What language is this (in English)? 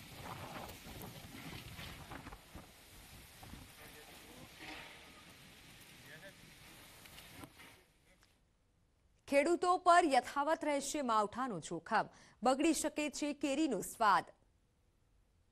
Gujarati